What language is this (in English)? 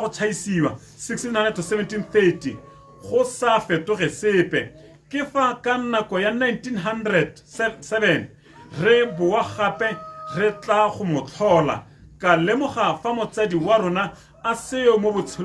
Tswana